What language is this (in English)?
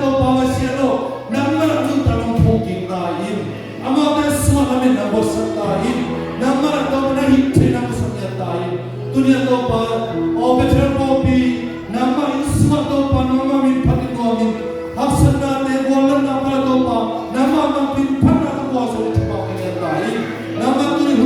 Tedim Chin